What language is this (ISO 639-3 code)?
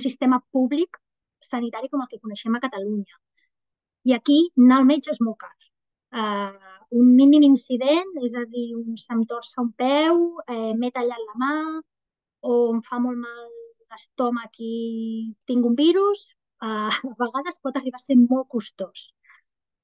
cat